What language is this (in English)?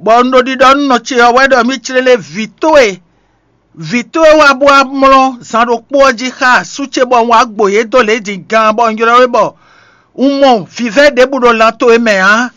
Fon